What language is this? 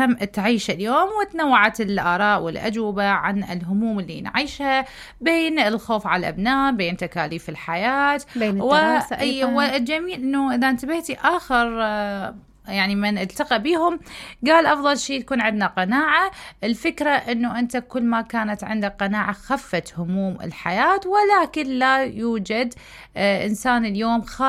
Mesopotamian Arabic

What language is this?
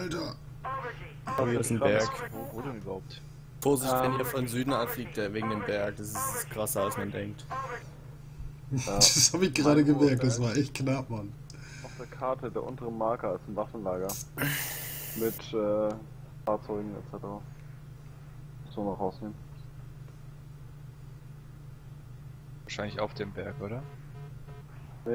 German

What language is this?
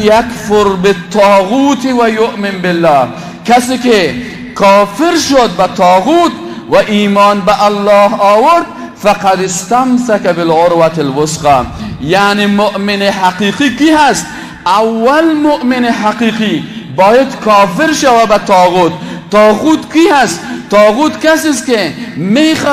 Persian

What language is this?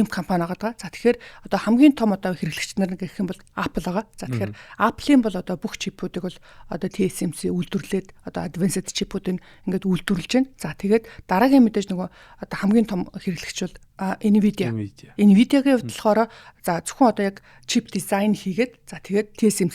Mongolian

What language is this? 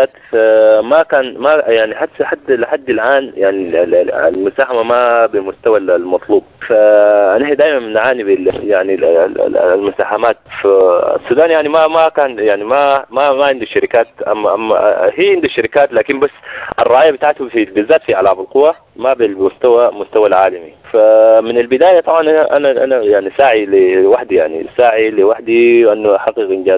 Sudanese Arabic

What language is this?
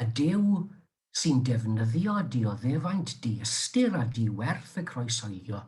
Welsh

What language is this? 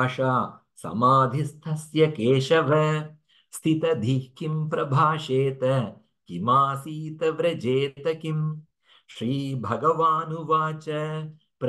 Sanskrit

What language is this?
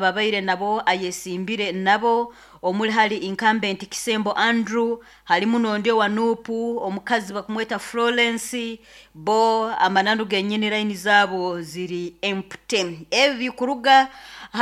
Nyoro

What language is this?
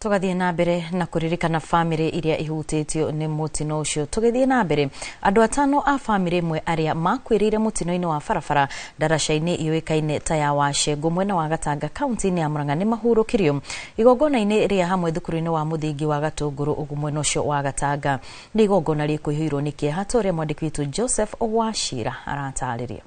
Kikuyu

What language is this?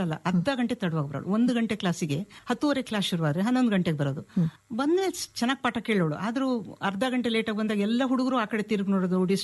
Kannada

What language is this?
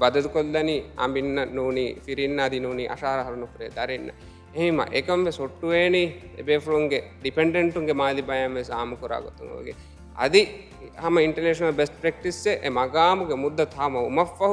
Divehi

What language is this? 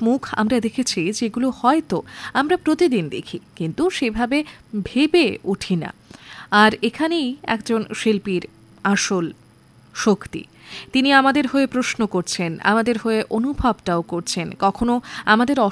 Bangla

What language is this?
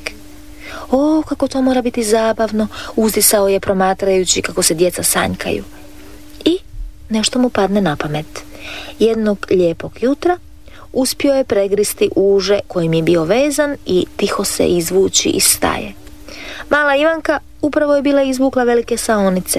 Croatian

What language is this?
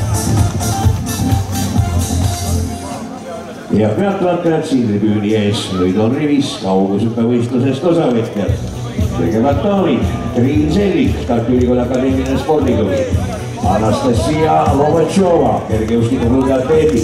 Estonian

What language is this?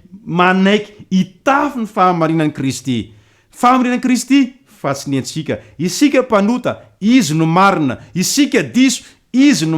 Malagasy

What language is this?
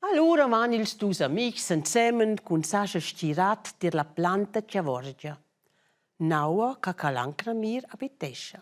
Romansh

